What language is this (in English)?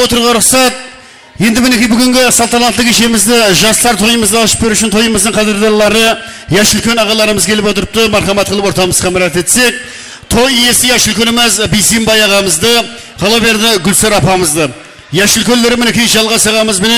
Kara-Kalpak